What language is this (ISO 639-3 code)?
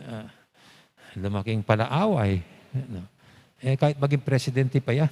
pam